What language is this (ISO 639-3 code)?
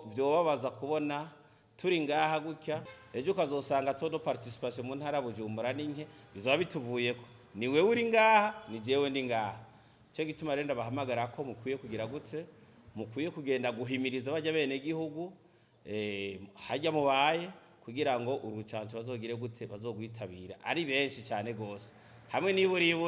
run